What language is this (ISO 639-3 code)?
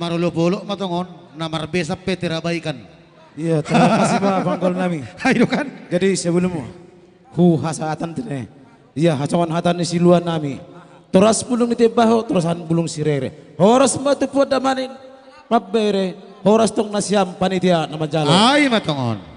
bts